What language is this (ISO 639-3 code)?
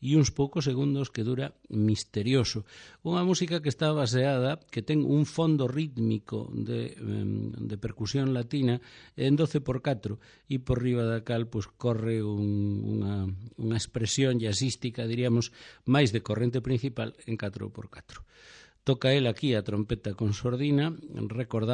glg